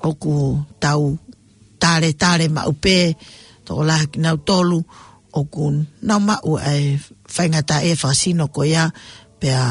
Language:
Tongan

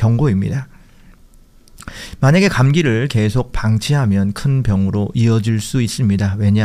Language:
Korean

